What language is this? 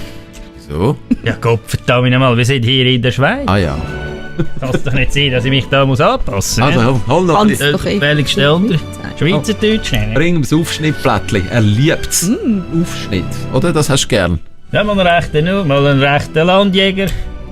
Swiss German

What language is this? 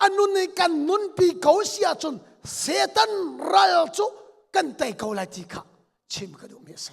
Hakha Chin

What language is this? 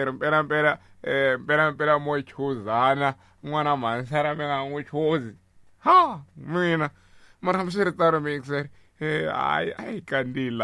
Tsonga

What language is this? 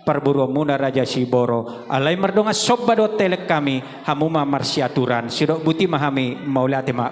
Batak Toba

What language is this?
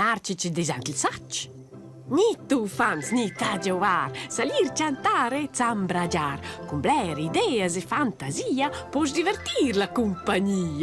Romansh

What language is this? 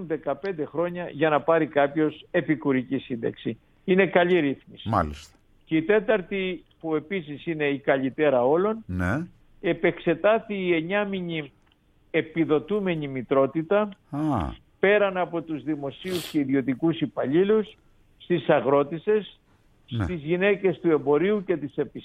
Greek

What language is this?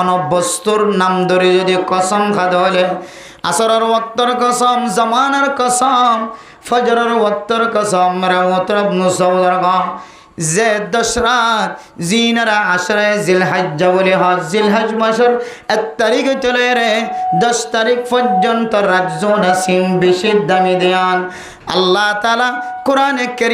Rohingya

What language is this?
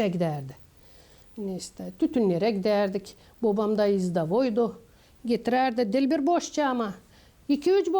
Gagauz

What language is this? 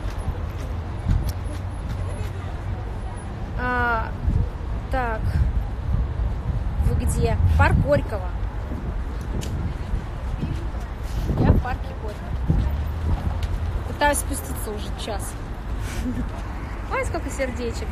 Russian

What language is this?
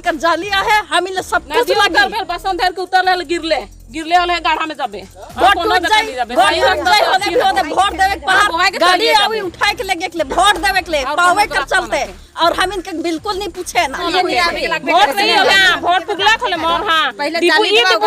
Sadri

